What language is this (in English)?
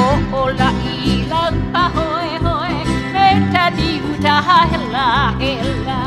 Hawaiian